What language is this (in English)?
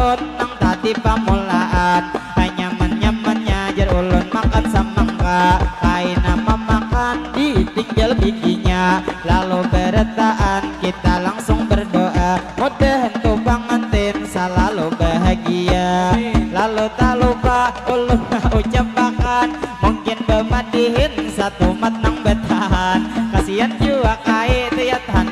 Banjar